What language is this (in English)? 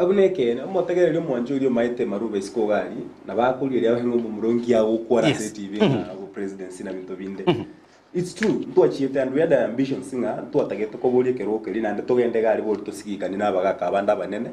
Gusii